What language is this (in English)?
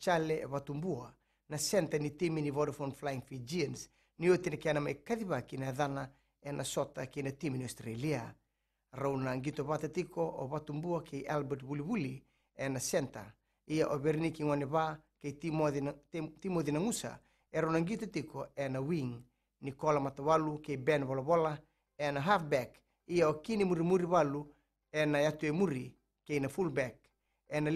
Fijian